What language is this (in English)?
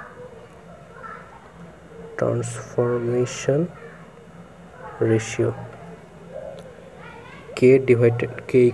Bangla